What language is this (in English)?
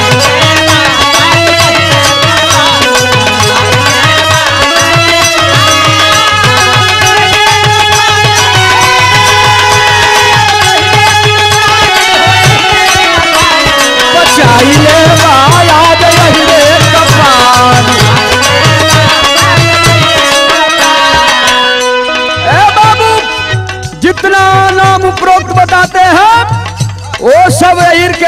Bhojpuri